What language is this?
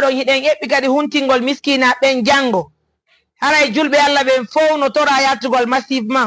Fula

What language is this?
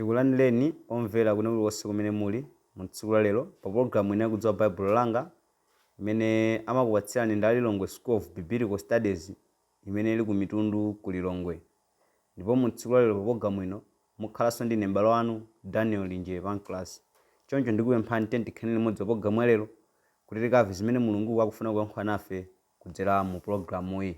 Nyanja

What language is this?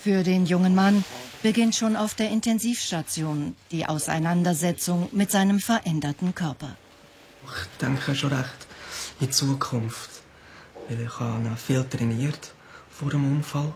Swiss German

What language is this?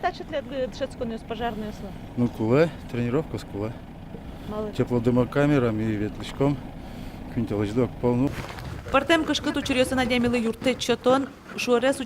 Udmurt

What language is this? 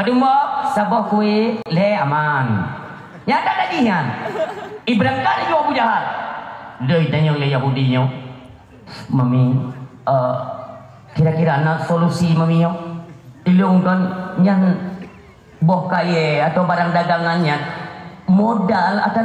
Achinese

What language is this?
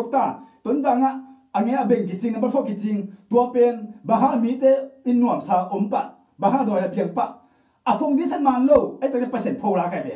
Tedim Chin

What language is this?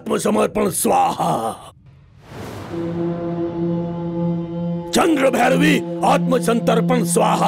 Bhojpuri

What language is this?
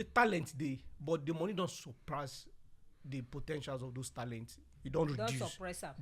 Nigerian Pidgin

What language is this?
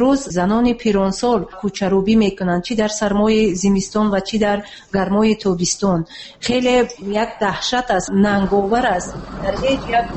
Tajik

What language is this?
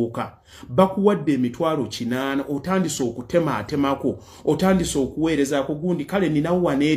Ganda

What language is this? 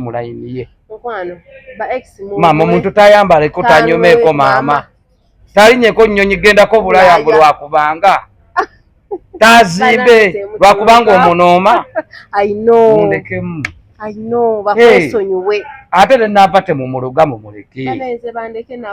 Ganda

